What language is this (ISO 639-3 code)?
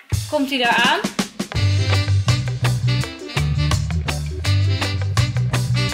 nld